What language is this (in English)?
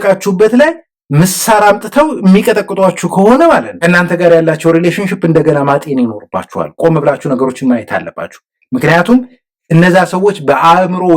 Amharic